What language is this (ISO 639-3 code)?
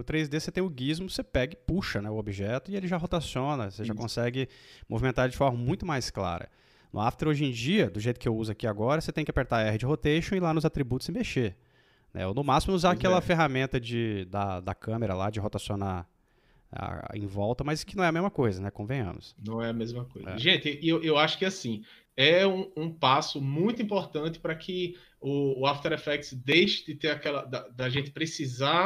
por